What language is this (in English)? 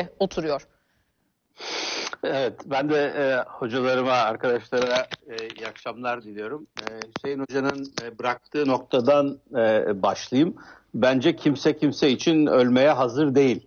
Turkish